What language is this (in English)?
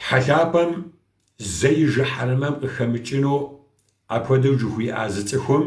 Kabardian